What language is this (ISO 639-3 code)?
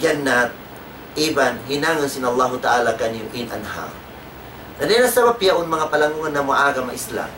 tsg